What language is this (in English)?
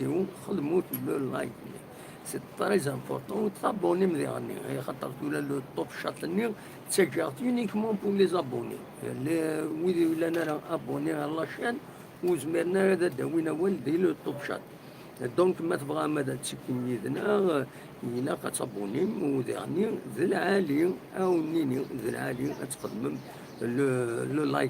Kabyle